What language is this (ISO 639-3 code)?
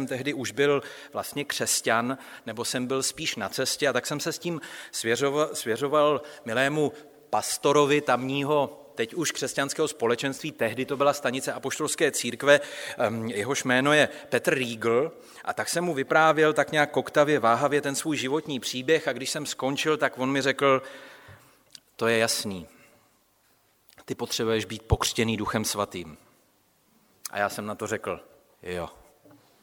ces